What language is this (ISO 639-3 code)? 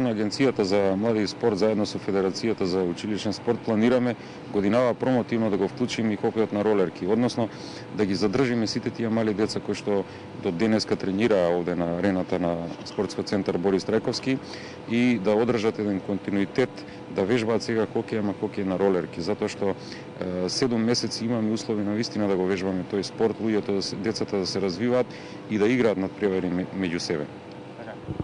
mkd